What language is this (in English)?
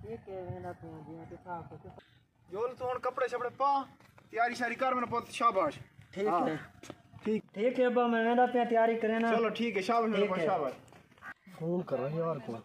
Saraiki